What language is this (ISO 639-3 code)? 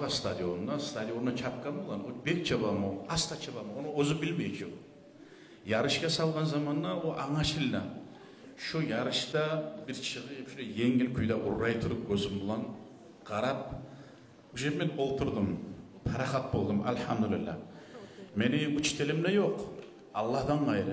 kum